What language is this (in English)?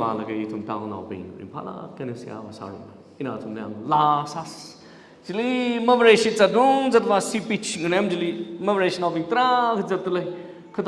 Tangkhul Naga (India)